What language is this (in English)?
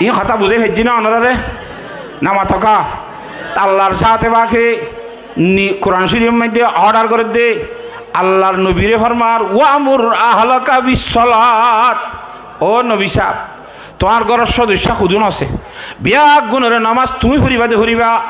Rohingya